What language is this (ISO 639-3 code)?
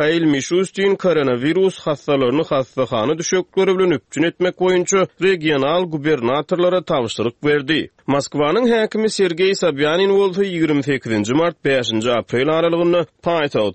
tuk